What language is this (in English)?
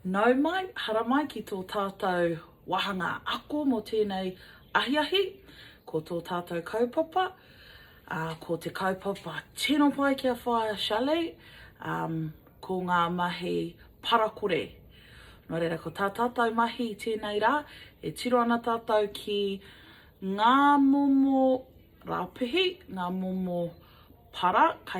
Māori